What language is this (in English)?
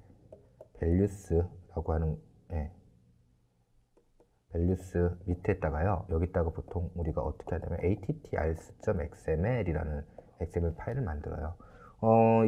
Korean